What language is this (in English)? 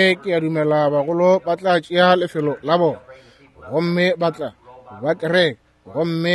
Northern Sotho